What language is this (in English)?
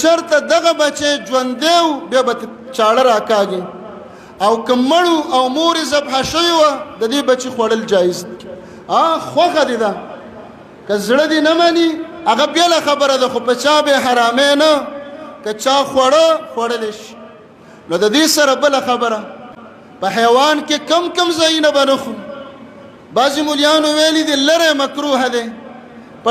Pashto